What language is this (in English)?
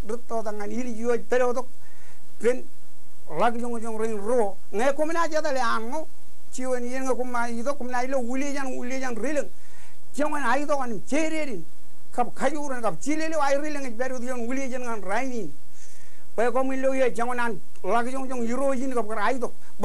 Marshallese